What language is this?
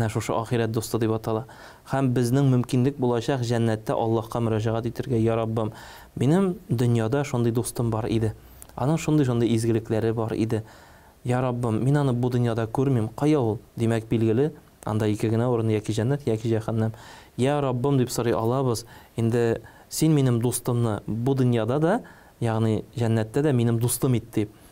Tatar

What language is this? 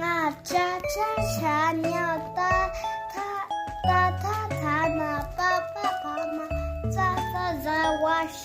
Tibetan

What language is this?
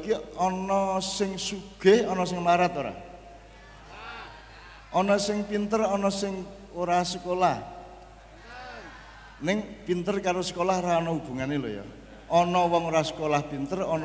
Javanese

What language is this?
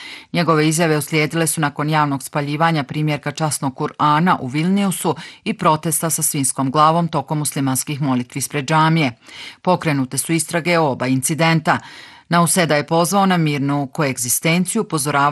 Bosnian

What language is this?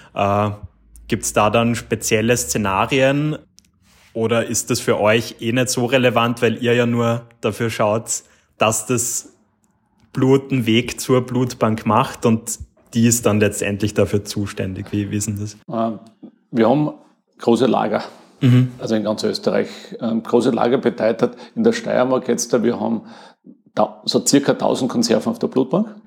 German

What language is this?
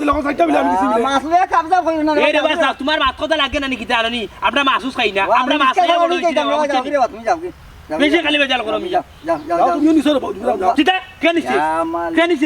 Sylheti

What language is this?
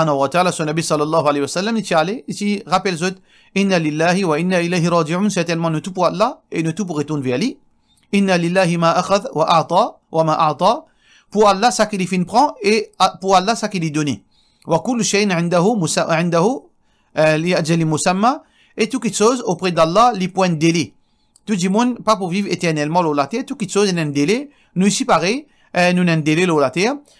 Morisyen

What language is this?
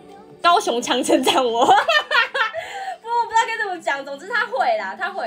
Chinese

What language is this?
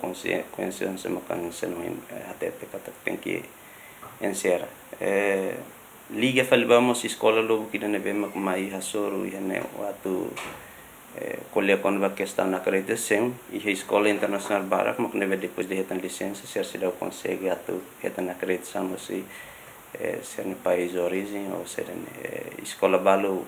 Tetum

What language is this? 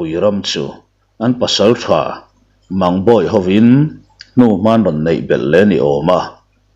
Mizo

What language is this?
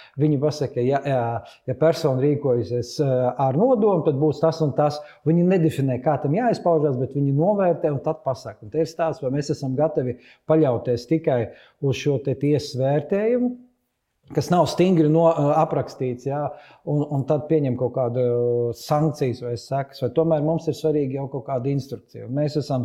Latvian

